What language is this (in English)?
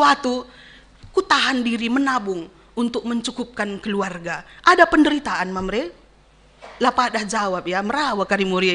Batak Karo